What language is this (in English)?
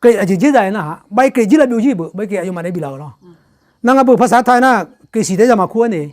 Akha